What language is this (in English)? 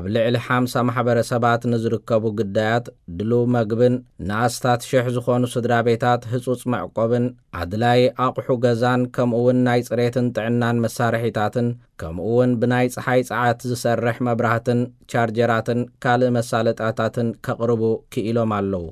Tigrinya